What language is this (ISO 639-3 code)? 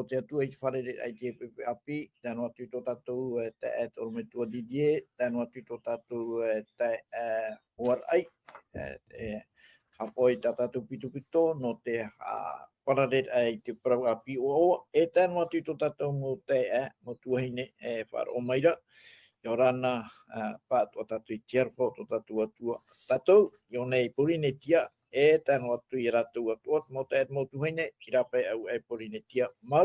tah